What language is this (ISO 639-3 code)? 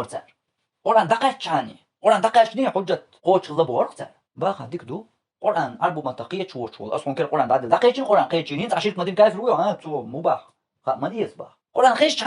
che